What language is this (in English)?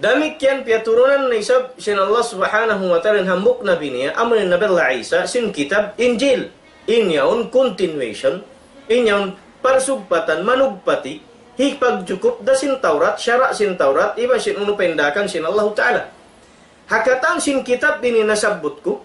Tausug